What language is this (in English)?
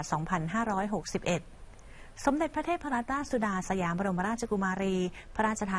Thai